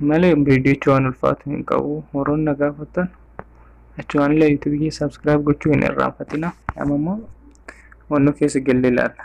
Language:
Oromo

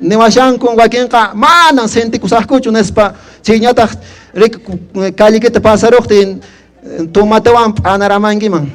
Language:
Quechua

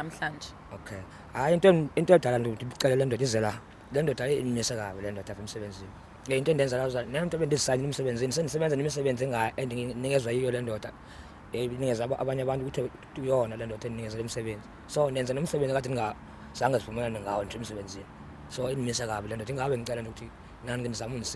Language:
Zulu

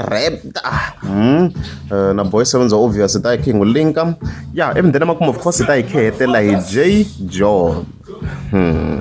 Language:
Tsonga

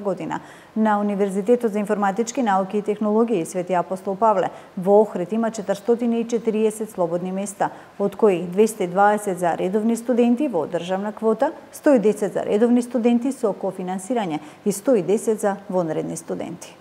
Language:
Macedonian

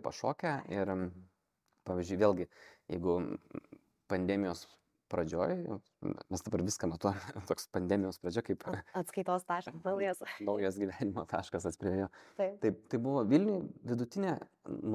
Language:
Lithuanian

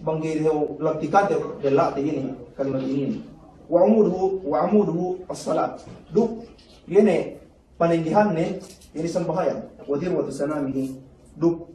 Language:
Yakan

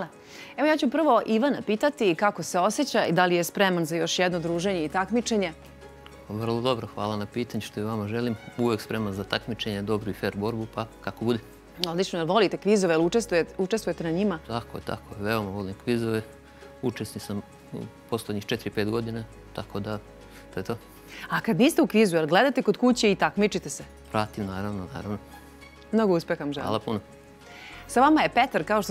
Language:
Serbian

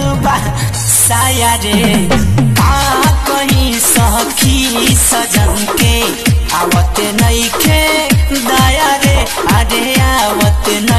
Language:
Bhojpuri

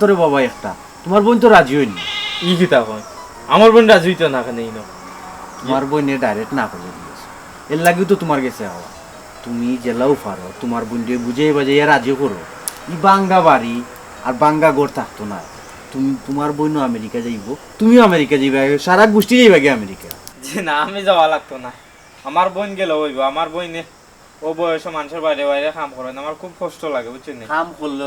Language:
Sylheti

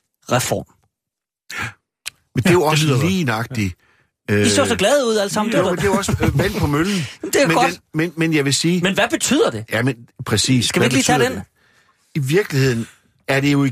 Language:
Danish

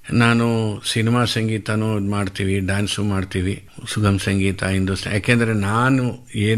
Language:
Kannada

